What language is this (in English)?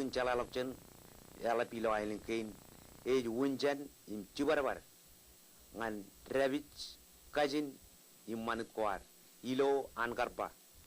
Marshallese